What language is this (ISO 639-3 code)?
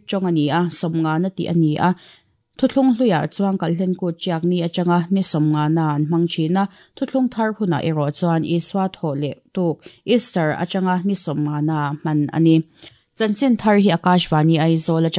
lus